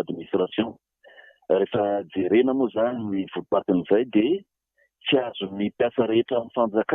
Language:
Malagasy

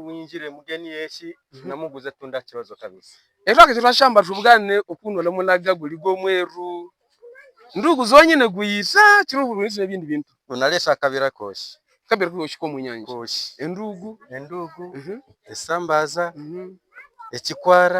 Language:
Havu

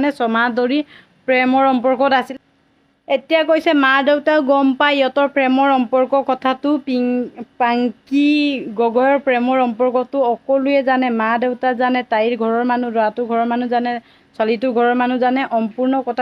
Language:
Assamese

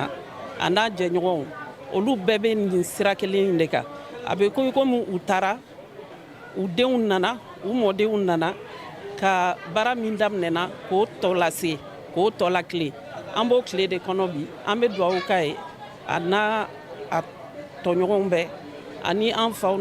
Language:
Bambara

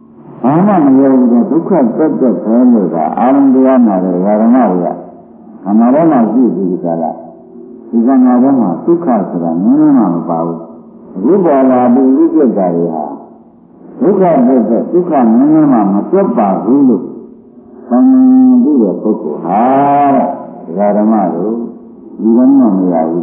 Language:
Burmese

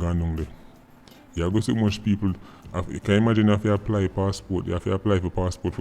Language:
Jamaican Creole English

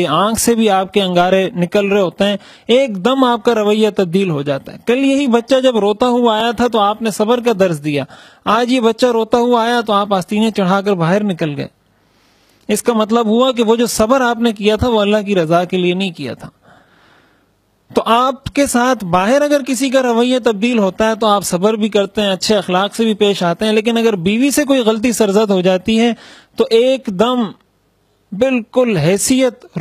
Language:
Urdu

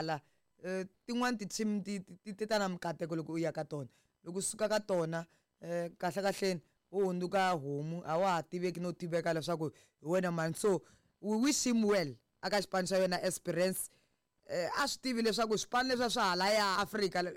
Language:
Tsonga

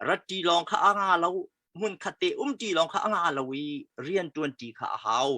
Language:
Hakha Chin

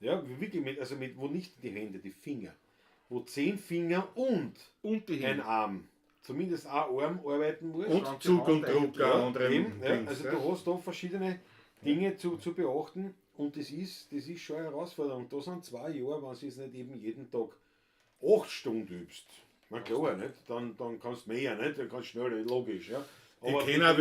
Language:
Bavarian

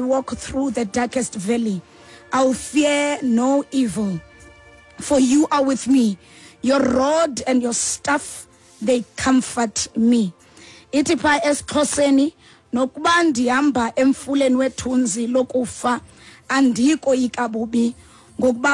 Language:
Xhosa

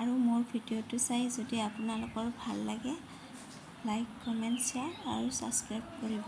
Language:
Assamese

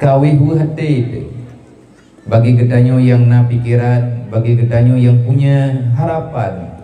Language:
Achinese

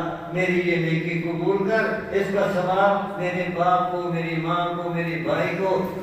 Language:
Saraiki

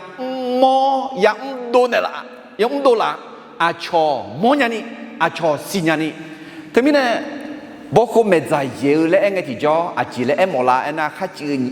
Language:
Akha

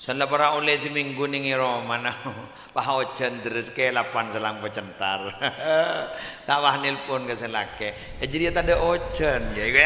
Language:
Madurese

